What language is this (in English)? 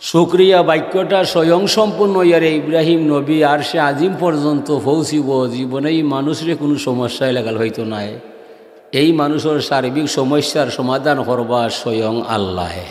Sylheti